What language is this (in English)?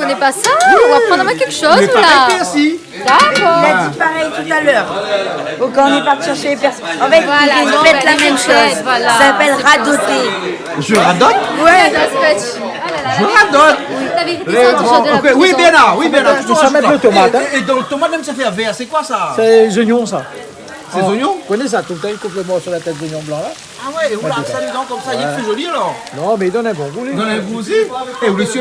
Réunion Creole French